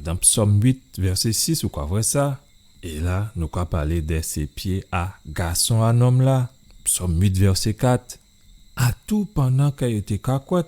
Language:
Guadeloupean Creole French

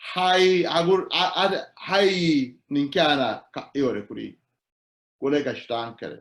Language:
Sidamo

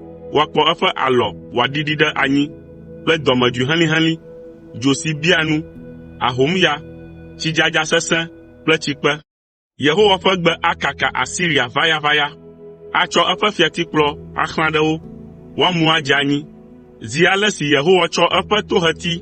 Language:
Ewe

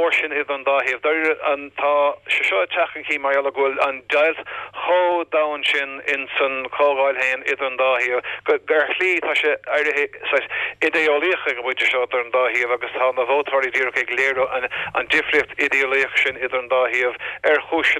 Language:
Irish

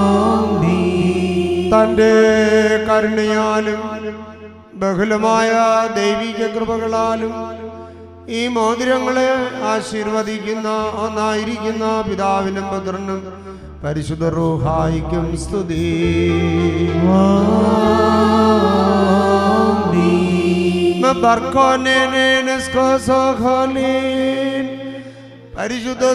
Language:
Malayalam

